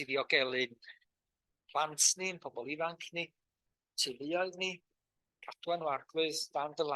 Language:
Welsh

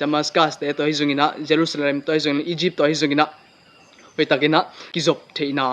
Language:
Tedim Chin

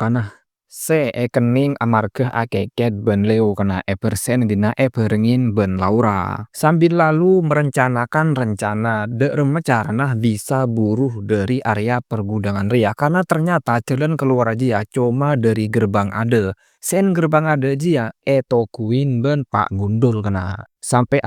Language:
Madurese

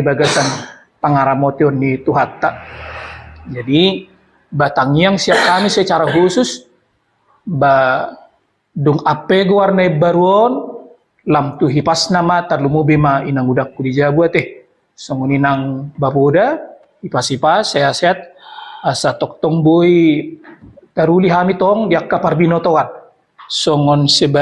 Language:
Batak Toba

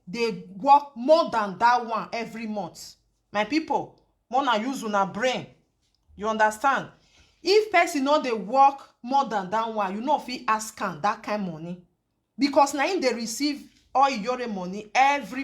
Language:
Nigerian Pidgin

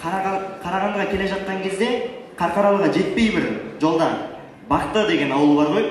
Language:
Kazakh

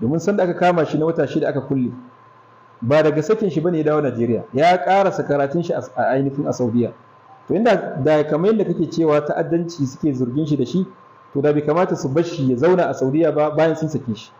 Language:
Hausa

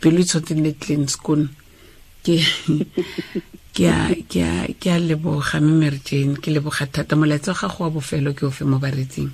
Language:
Tswana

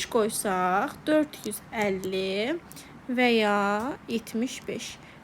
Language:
Azerbaijani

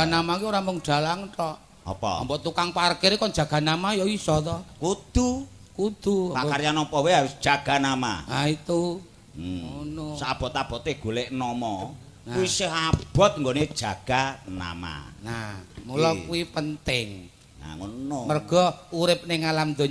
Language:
Javanese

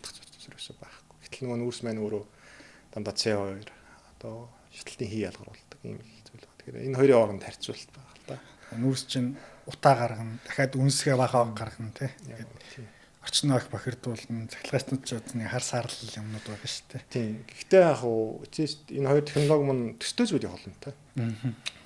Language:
Mongolian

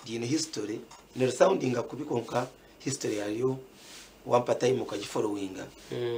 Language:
Nyankole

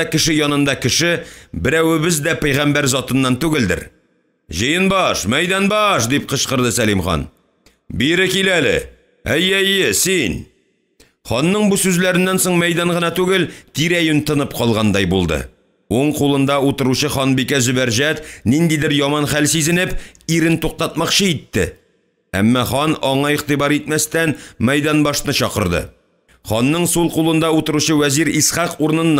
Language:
Tatar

